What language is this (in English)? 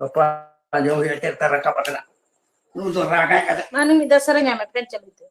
Santali